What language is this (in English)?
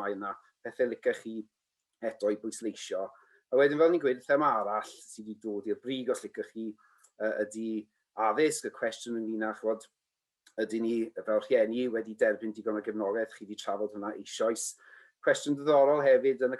Welsh